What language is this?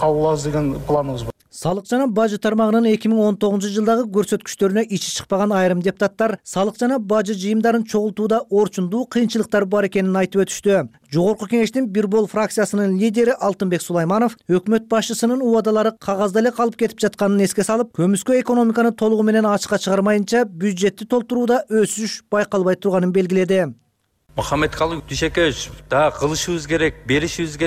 Kyrgyz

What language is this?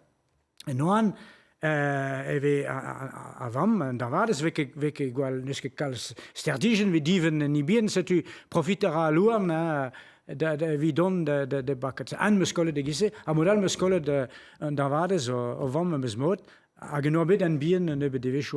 Breton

